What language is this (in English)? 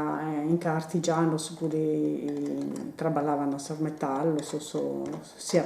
Sardinian